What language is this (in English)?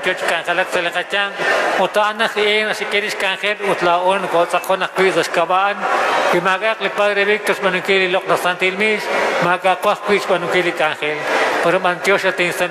Kekchí